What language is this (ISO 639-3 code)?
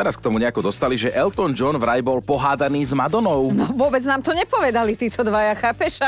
slk